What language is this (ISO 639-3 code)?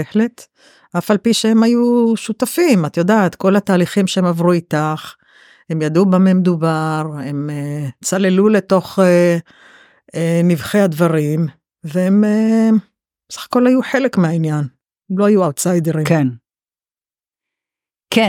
heb